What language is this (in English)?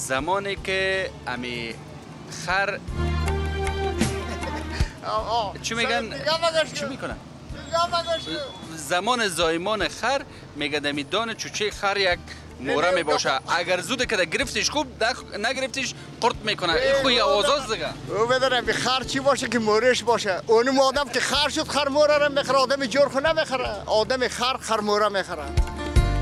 Persian